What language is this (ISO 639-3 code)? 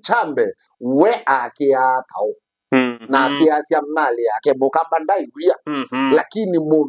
kam